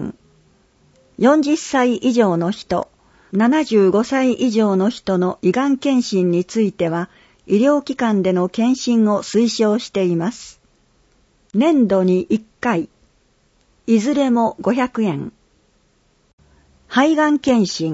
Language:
Japanese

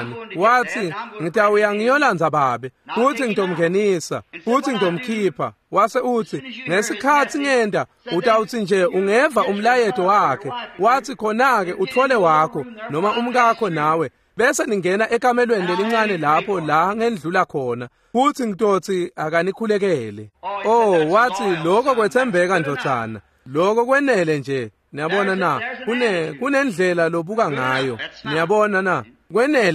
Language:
Swati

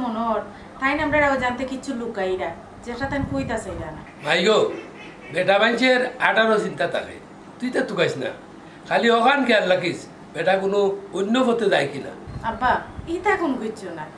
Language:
Sylheti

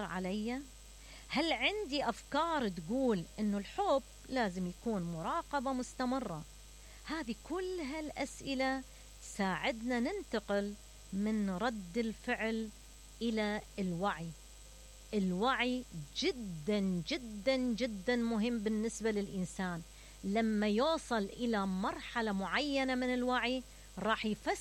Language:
Mesopotamian Arabic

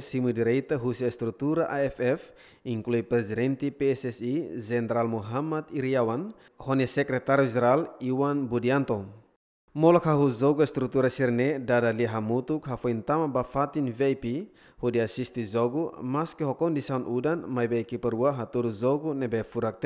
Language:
Tetum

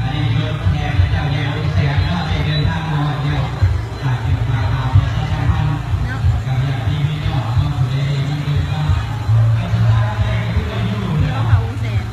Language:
Lao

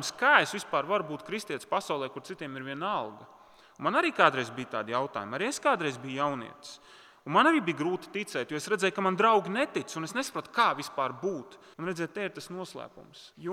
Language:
Latvian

